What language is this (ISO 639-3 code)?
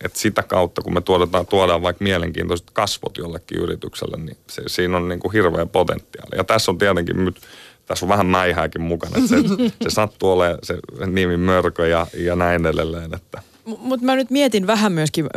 fin